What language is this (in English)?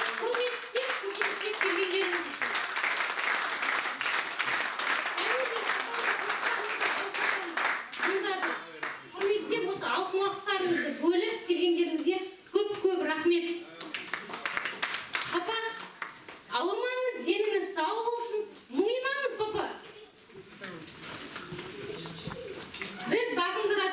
Kazakh